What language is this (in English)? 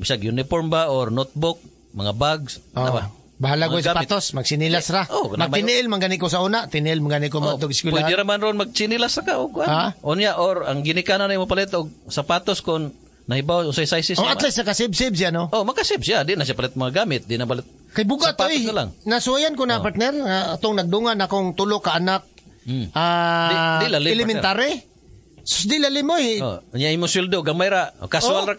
Cebuano